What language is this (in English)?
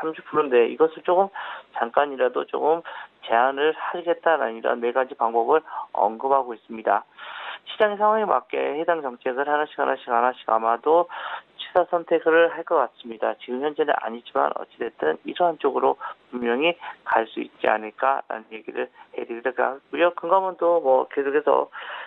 Korean